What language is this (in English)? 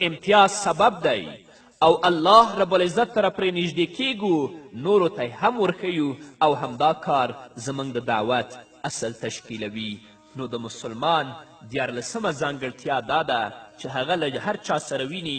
Pashto